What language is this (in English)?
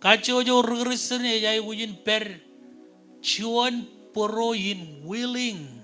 Marshallese